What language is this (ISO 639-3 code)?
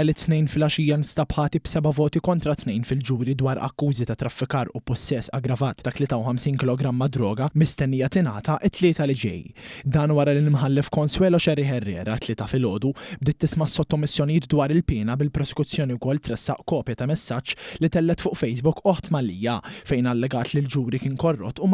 mlt